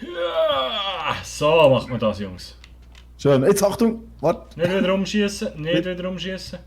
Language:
Swiss German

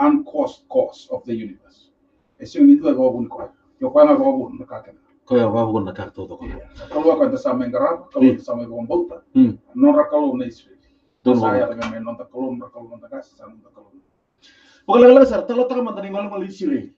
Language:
Fijian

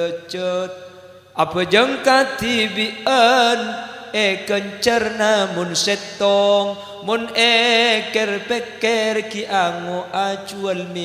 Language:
Madurese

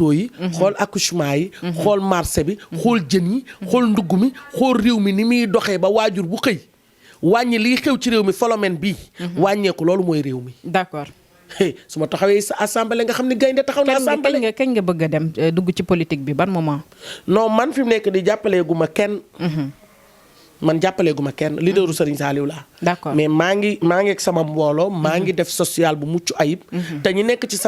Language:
Wolof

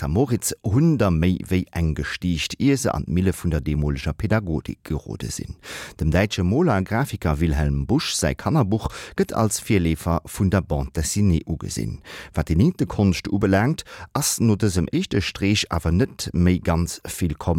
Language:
Luxembourgish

